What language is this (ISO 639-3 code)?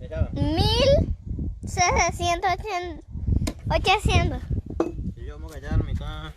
grn